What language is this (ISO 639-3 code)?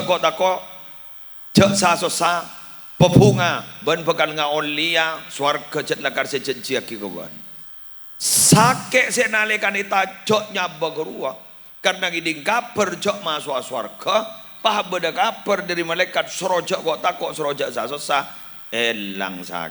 mad